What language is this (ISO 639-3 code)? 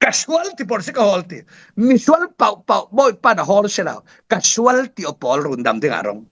cfm